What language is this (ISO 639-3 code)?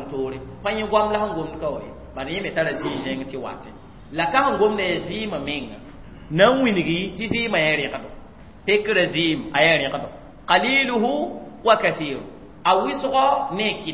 mos